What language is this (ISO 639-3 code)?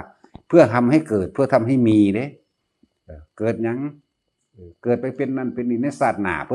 tts